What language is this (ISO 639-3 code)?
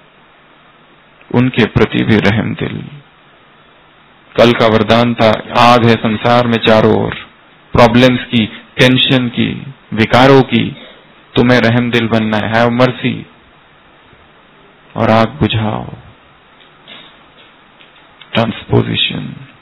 hin